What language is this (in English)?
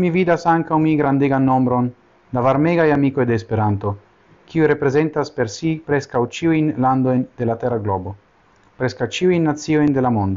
Esperanto